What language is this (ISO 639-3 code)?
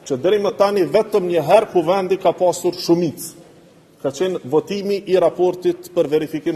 sqi